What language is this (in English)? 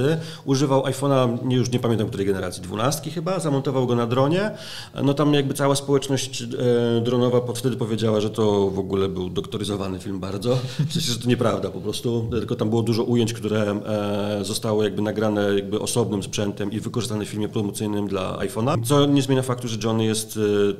Polish